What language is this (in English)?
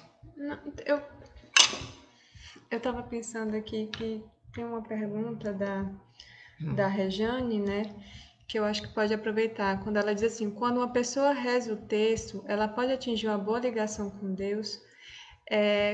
Portuguese